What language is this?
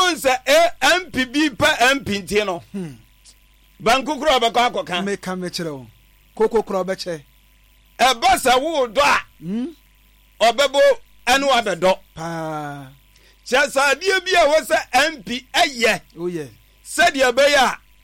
Akan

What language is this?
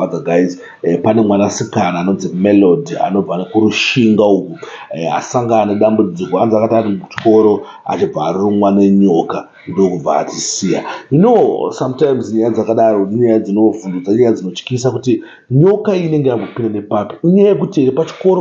Shona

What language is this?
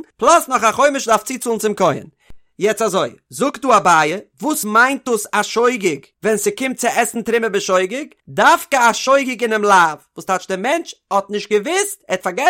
Yiddish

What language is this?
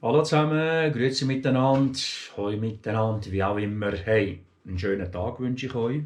Swiss German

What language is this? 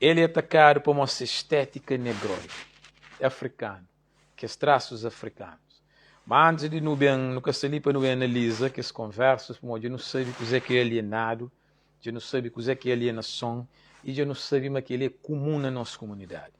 Kabuverdianu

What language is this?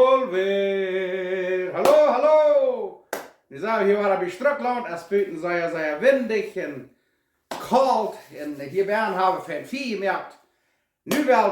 Plautdietsch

